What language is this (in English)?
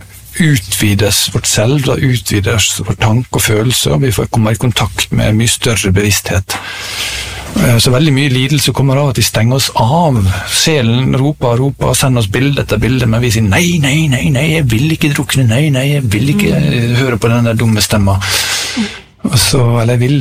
Norwegian